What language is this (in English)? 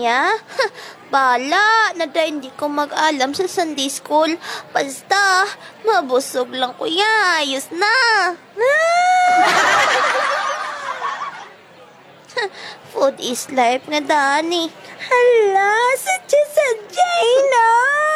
Hiligaynon